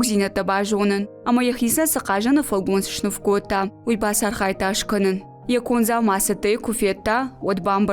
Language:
Ossetic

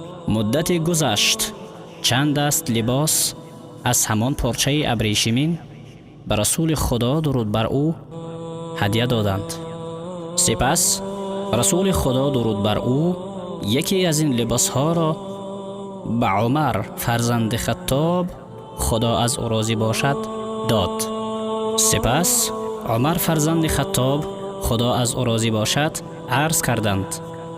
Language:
Tajik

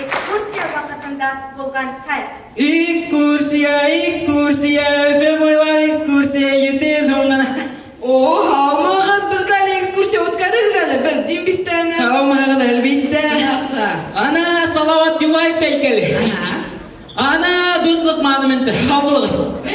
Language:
Bashkir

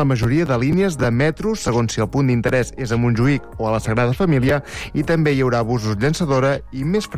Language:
Catalan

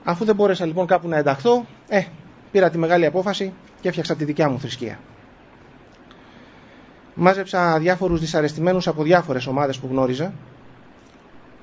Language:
Greek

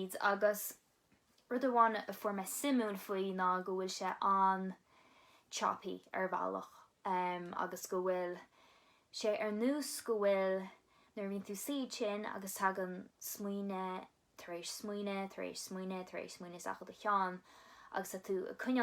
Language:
Irish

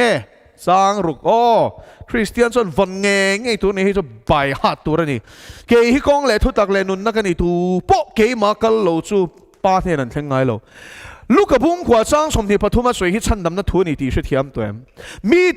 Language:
Mizo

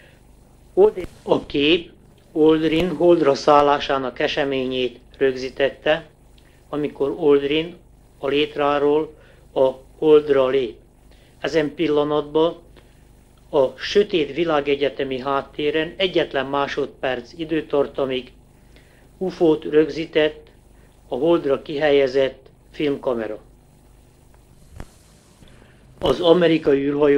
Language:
Hungarian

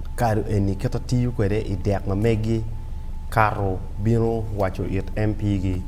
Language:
Acoli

